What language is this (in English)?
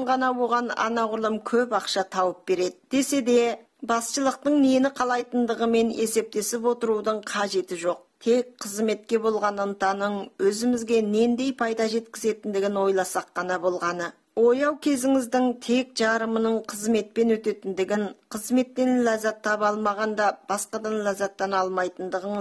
Kazakh